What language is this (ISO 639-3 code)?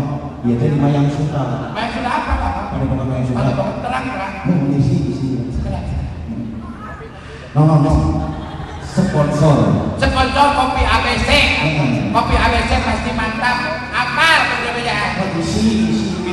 sun